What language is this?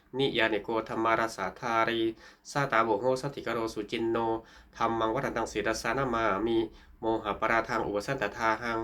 Pali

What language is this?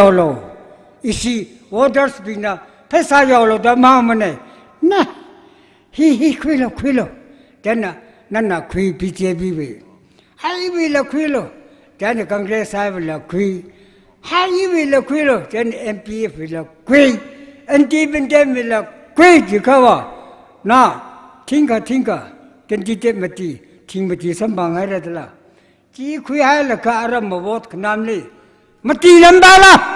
Tangkhul Naga (India)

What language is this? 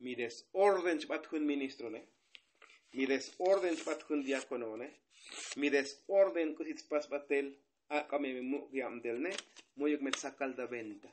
Tzotzil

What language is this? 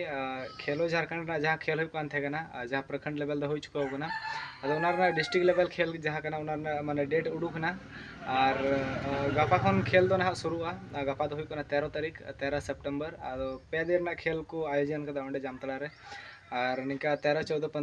Santali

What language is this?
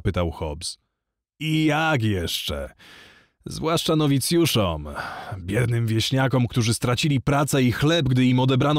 Polish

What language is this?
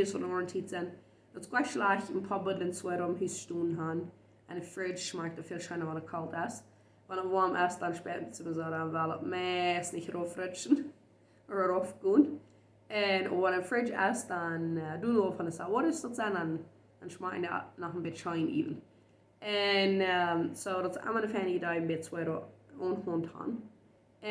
Plautdietsch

